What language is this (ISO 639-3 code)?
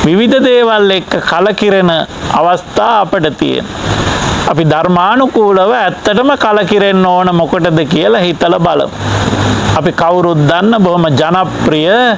sin